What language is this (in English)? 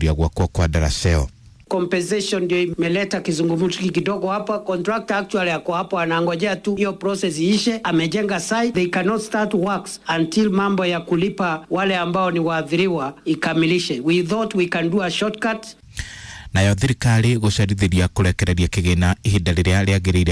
Kikuyu